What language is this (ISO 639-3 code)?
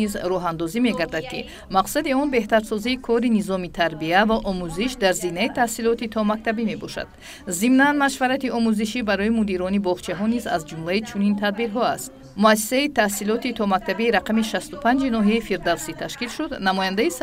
tgk